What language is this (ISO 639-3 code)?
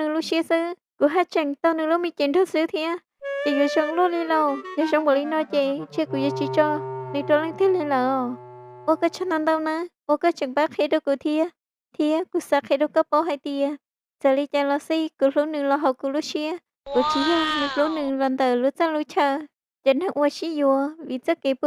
hmn